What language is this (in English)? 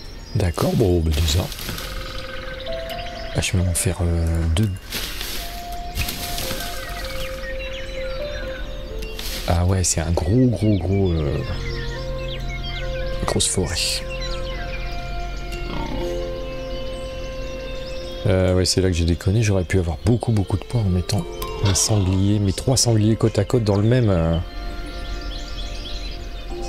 French